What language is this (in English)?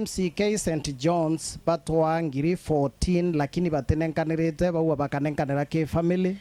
Meru